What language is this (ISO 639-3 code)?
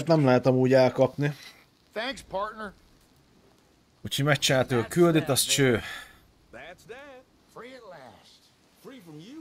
hun